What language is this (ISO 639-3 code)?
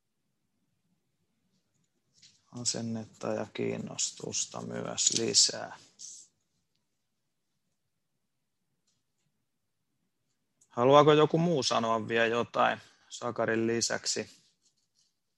fin